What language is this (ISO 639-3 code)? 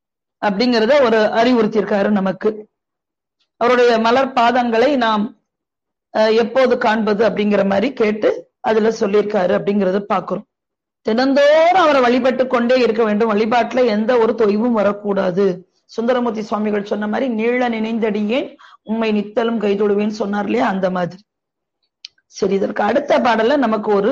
tam